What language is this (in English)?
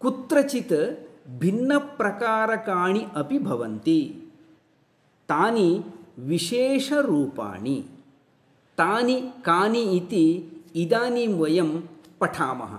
Sanskrit